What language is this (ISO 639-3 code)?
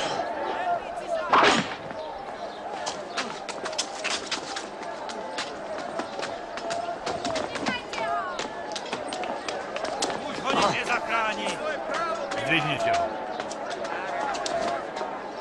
slk